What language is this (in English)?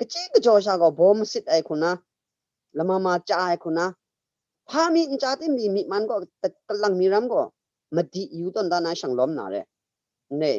Kachin